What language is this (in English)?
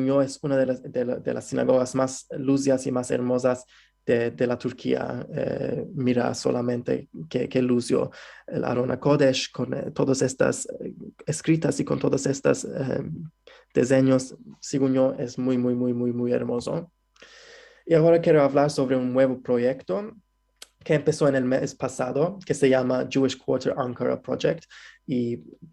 Ladino